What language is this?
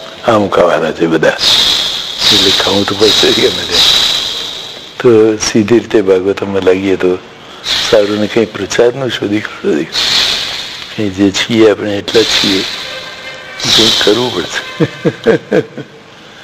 Gujarati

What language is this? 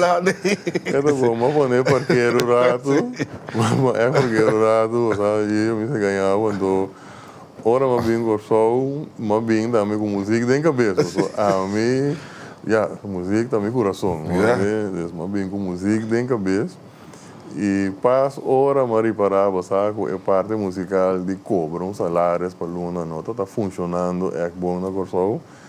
Papiamento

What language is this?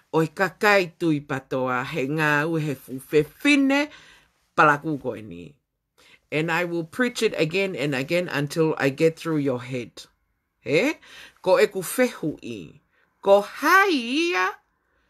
Tongan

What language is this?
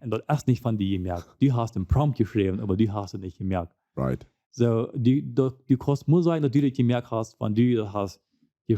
Plautdietsch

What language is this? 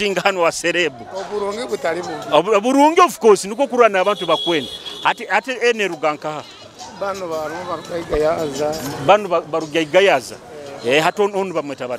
Nyoro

